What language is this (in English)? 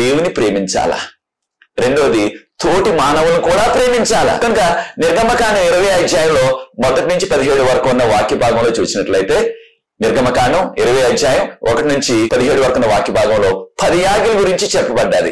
Telugu